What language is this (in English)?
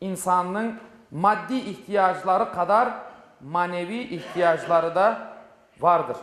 Crimean Tatar